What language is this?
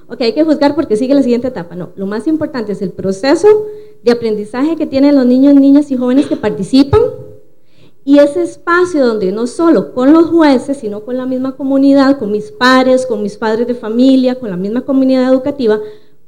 Spanish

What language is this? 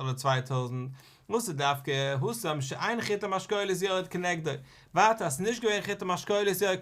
Yiddish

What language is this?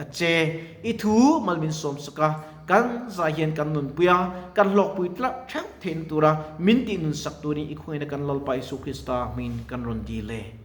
Mizo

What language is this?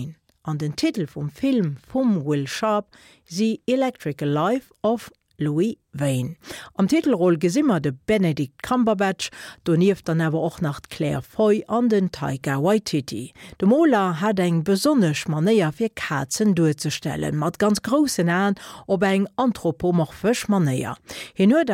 Luxembourgish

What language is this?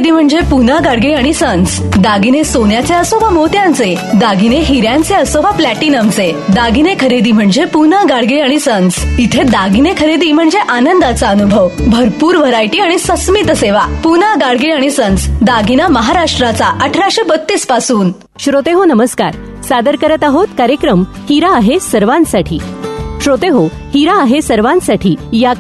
Marathi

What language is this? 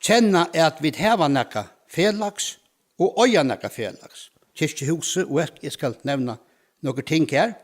Faroese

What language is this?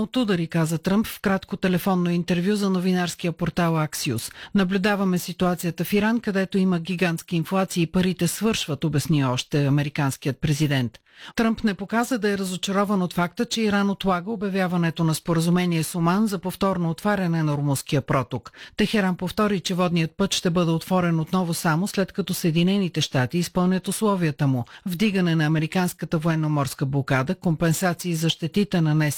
Bulgarian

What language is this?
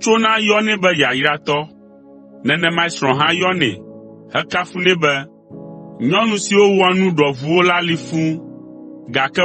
Ewe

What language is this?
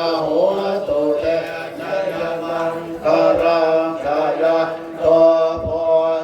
Pali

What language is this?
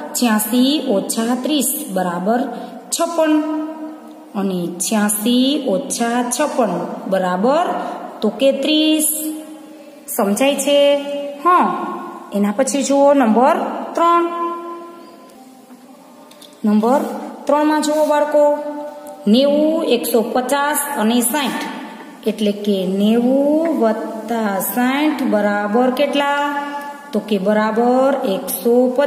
Gujarati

